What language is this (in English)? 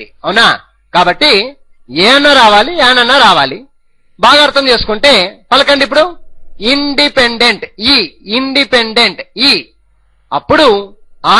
Telugu